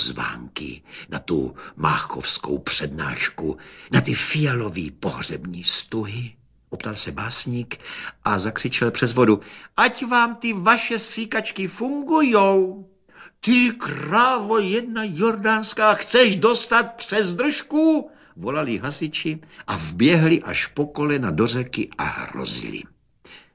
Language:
Czech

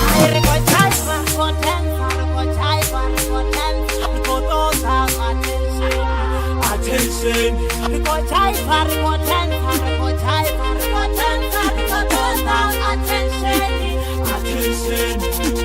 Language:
Venda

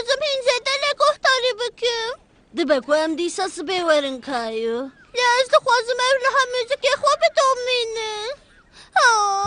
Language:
Kurdish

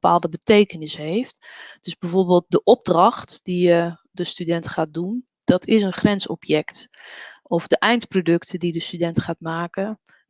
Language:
Dutch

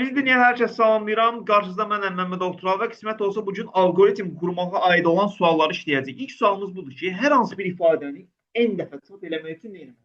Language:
Azerbaijani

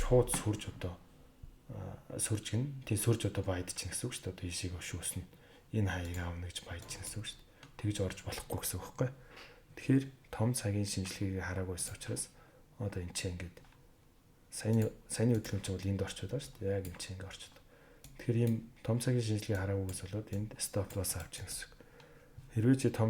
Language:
Mongolian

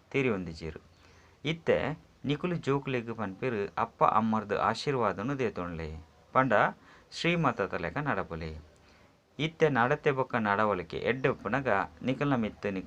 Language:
Tulu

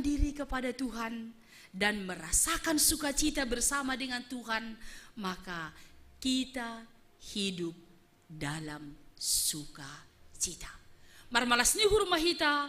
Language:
Batak Simalungun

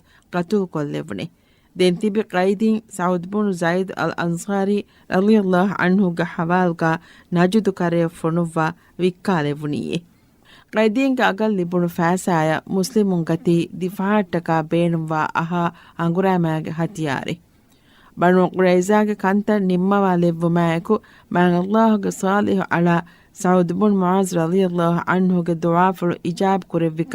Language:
Divehi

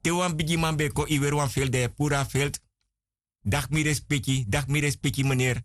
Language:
Sranan Tongo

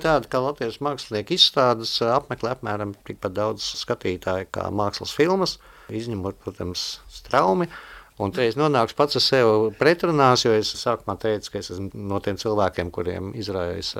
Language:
Latvian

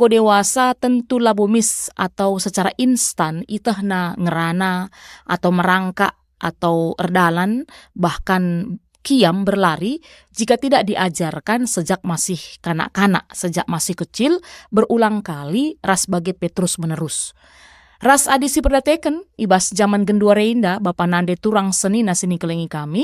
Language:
Batak Karo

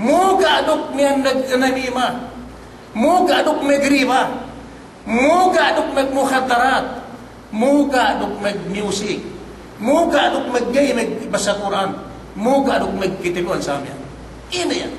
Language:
Yakan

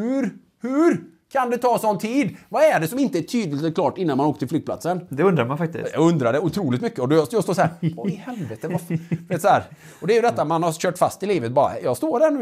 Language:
Swedish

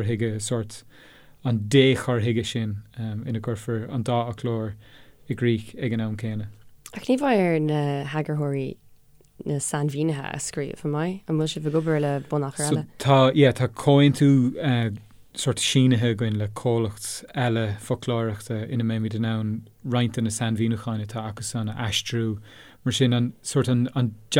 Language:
Irish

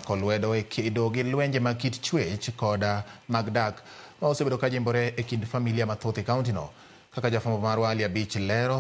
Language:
Luo (Kenya and Tanzania)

